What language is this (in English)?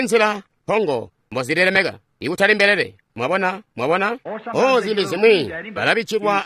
Tonga (Zambia)